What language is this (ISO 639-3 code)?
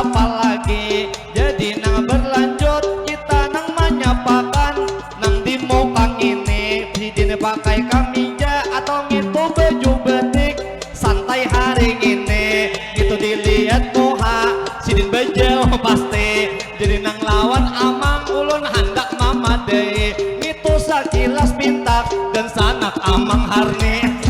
bjn